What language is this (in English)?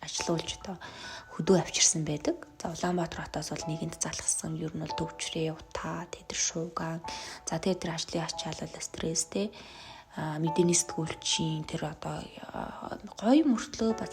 Mongolian